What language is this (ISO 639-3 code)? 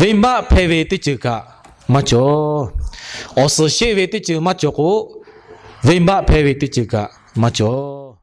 lhu